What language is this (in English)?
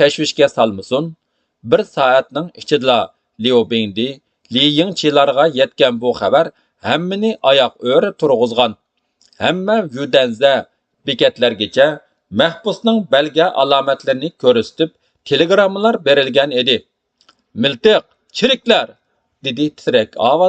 Uyghur